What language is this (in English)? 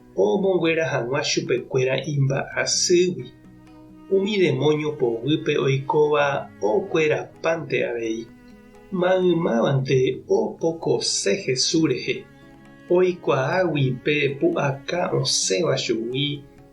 Guarani